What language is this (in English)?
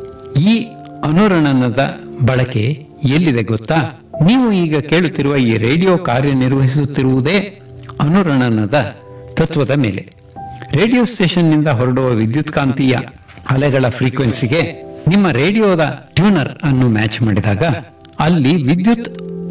Kannada